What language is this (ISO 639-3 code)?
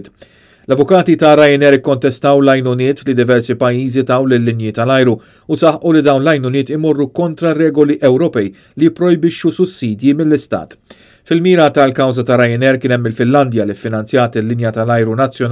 mlt